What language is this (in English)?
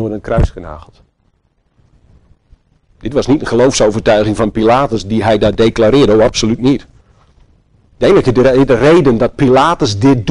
Dutch